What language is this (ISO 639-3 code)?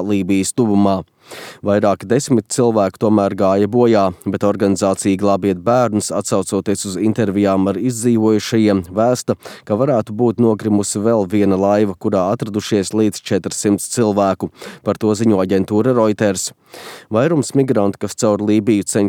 lav